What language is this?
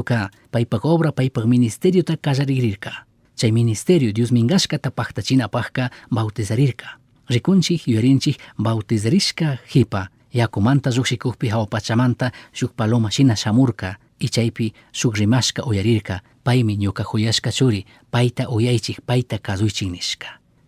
Chimborazo Highland Quichua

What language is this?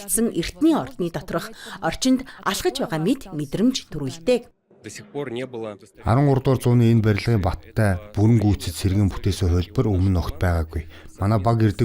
Mongolian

